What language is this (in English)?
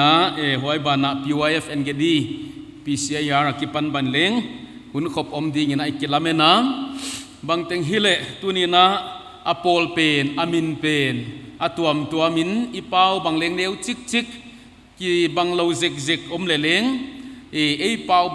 Paite Chin